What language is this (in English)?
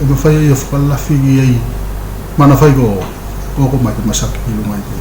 Tuvalu